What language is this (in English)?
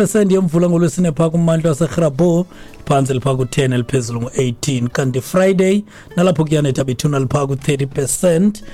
Xhosa